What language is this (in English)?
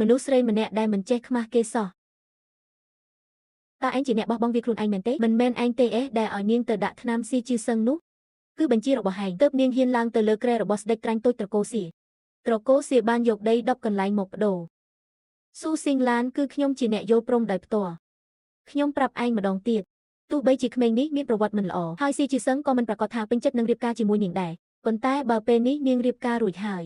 Khmer